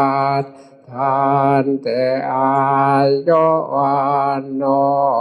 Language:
Northeastern Thai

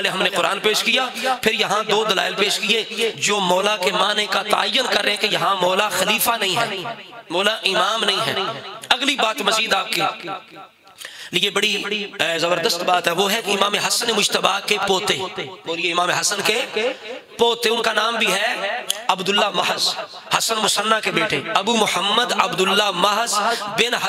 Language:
Urdu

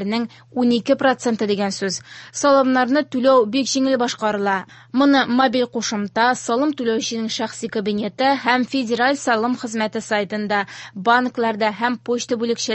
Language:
Tatar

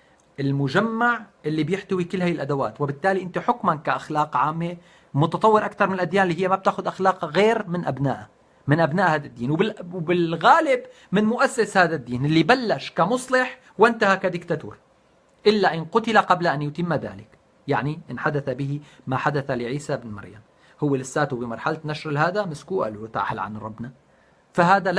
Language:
North Levantine Arabic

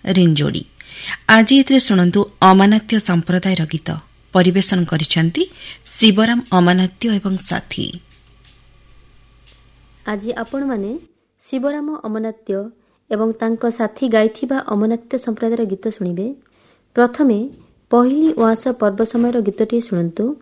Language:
Odia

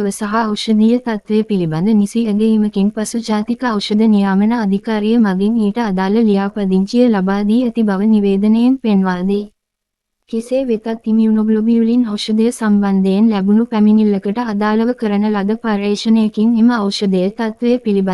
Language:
Sinhala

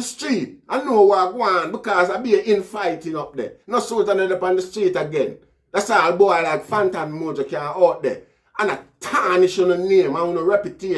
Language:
Jamaican Creole English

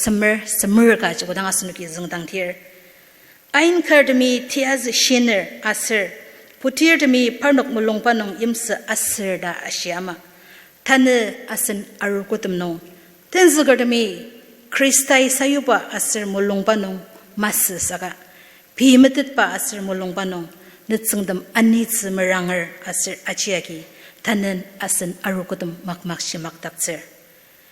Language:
Ao Naga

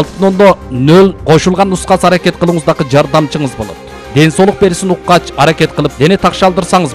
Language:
Kyrgyz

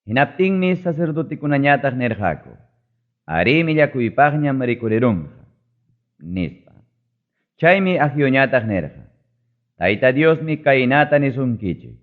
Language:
Ayacucho Quechua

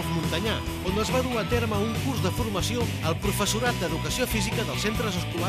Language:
Catalan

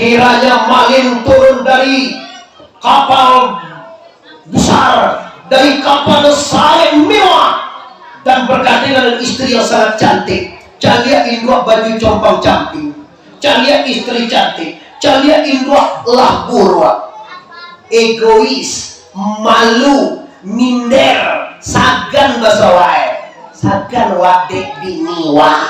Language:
Minangkabau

